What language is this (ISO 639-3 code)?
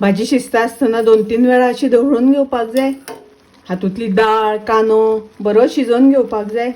kok